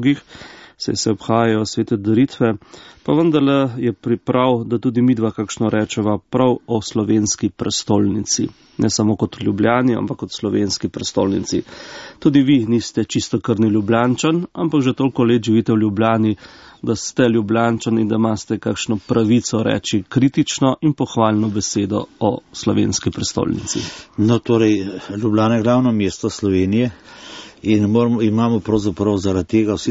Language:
Slovenian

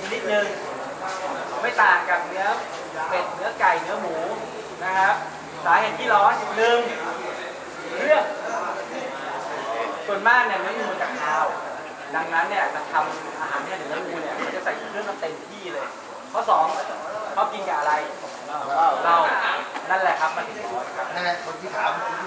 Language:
Thai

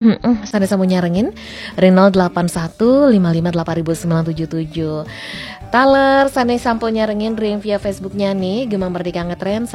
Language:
Balinese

